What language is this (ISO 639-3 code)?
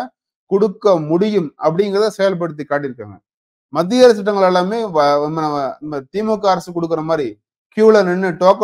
tam